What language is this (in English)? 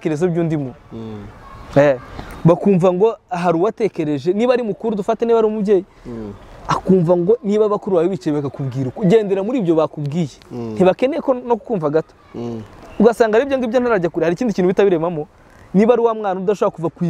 Kinyarwanda